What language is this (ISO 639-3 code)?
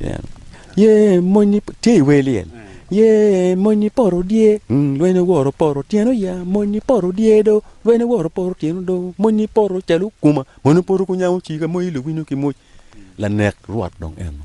ach